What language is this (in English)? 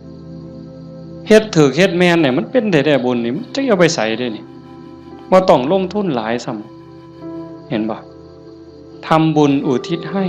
Northeastern Thai